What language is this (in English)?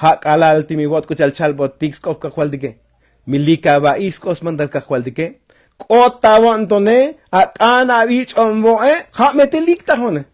Tzotzil